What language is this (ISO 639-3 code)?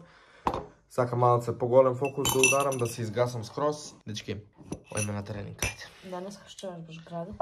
mkd